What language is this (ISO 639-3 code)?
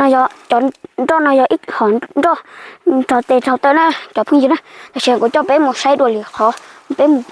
hmn